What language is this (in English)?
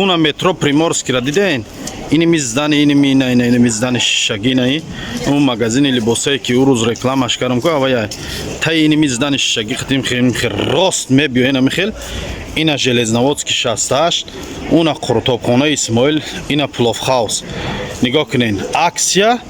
Tajik